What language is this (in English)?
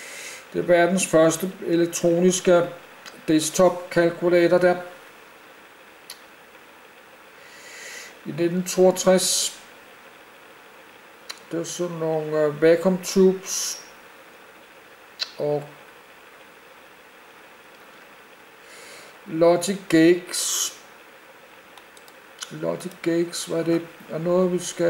Danish